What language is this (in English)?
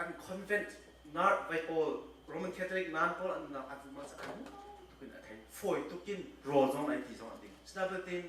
Hakha Chin